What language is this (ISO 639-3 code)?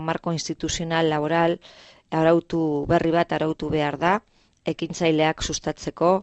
eus